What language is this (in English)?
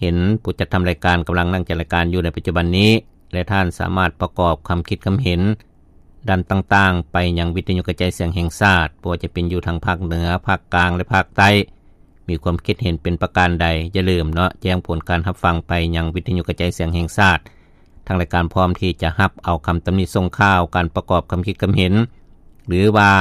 Lao